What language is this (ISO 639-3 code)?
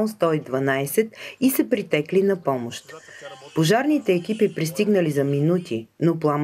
bul